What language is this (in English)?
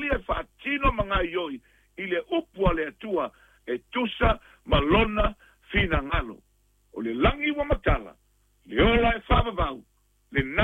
Samoan